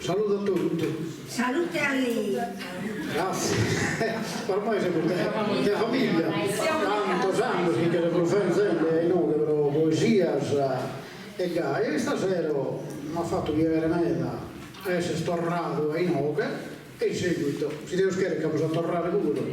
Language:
Sardinian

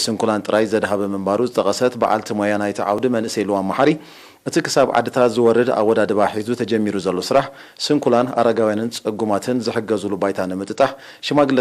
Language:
Tigrinya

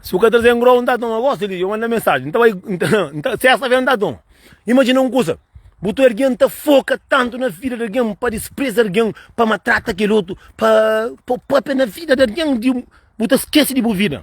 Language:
Kabuverdianu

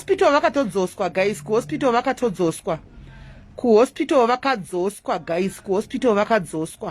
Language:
Shona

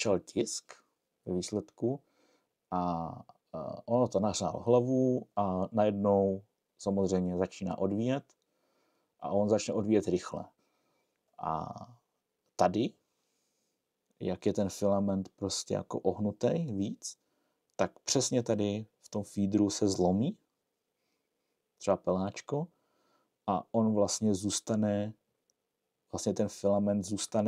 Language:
Czech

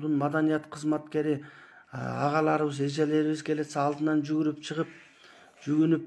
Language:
Kyrgyz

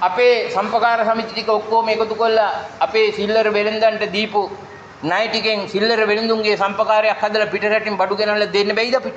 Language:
Sinhala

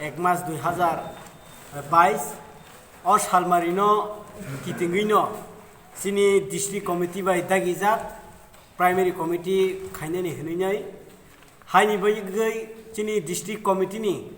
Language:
Kok Borok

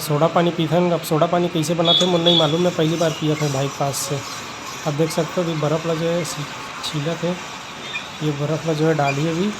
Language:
Chhattisgarhi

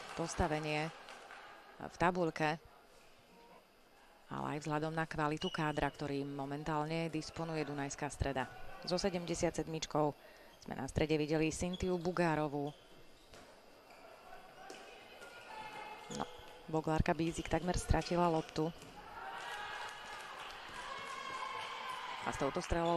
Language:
Slovak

